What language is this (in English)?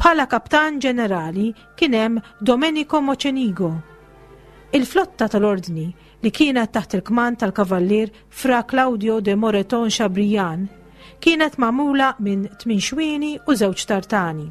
Maltese